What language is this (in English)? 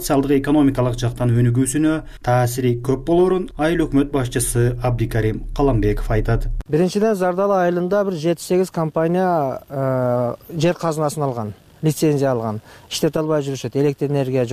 Kyrgyz